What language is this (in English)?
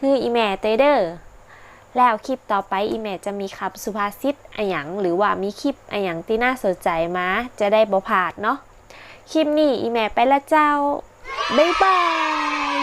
Northern Thai